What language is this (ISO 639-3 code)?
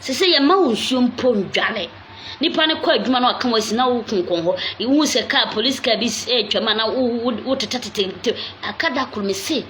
aka